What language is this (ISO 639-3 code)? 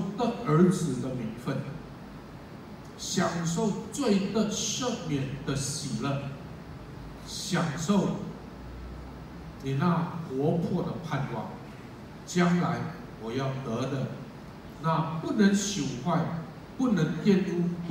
zho